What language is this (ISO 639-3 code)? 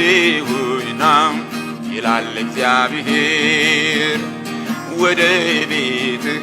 amh